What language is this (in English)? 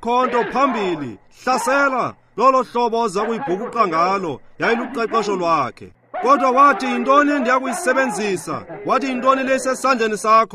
Xhosa